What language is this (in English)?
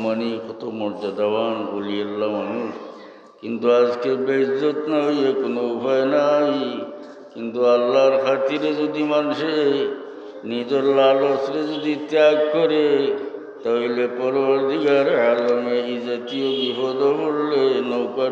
Sylheti